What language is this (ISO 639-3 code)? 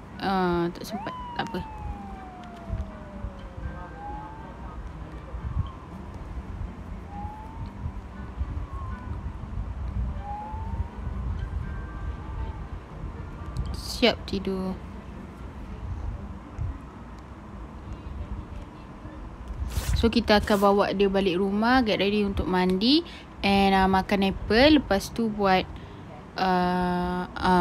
msa